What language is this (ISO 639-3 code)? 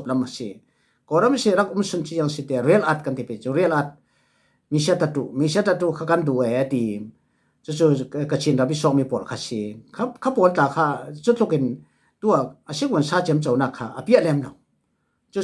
cfm